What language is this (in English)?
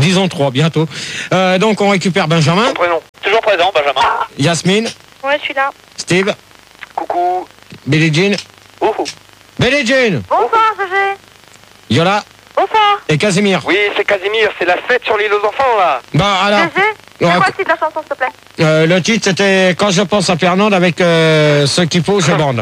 French